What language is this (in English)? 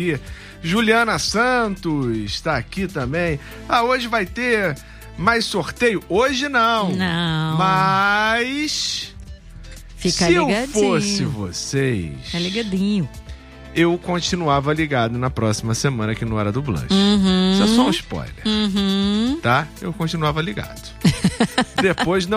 Portuguese